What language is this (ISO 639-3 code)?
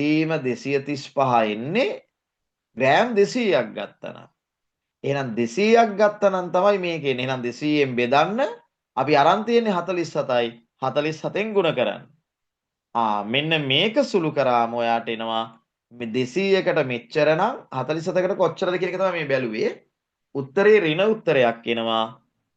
sin